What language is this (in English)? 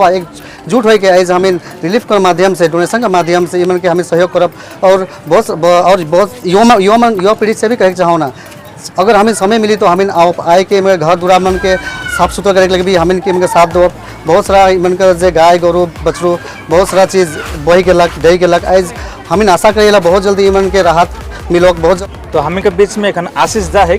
Sadri